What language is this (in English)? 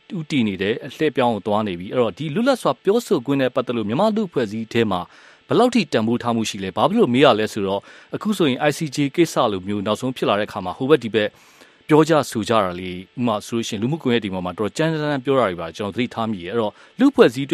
Burmese